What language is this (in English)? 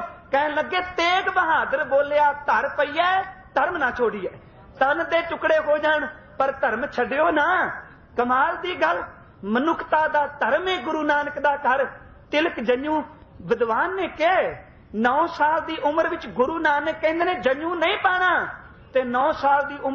Punjabi